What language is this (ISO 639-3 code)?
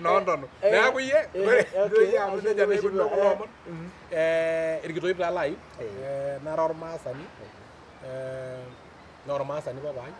mas